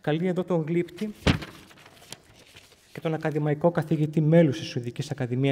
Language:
Greek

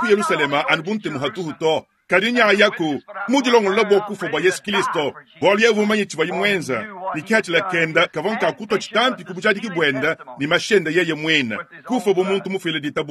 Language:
Luba-Lulua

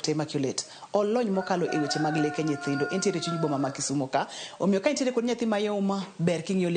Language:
Luo (Kenya and Tanzania)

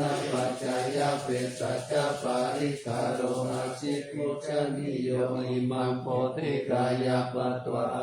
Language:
Pali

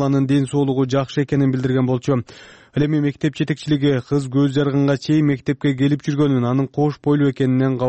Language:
Kyrgyz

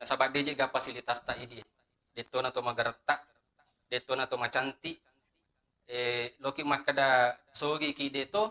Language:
Buginese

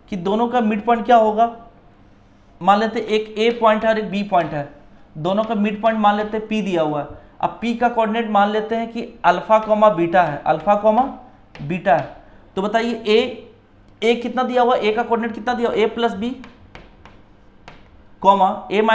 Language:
Hindi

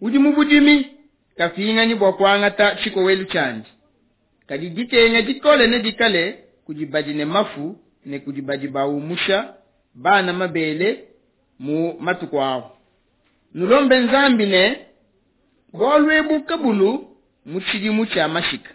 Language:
Luba-Lulua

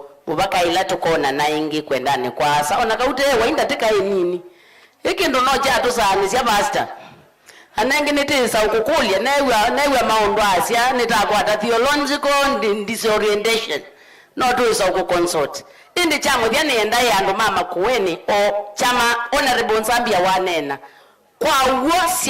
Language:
Kamba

